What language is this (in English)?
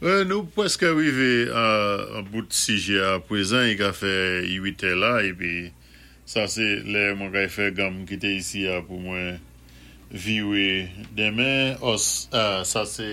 Saint Lucian Creole French